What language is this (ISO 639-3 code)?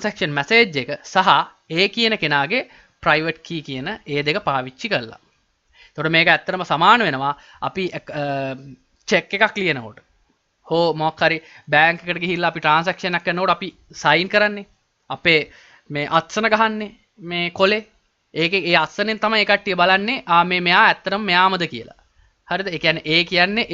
sin